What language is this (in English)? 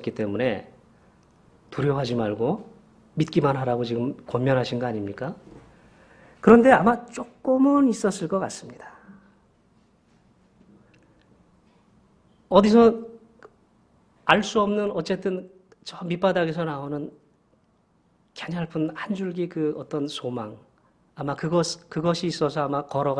Korean